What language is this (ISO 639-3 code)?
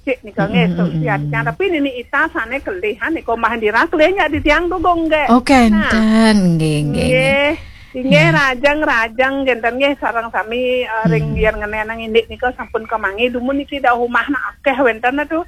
ban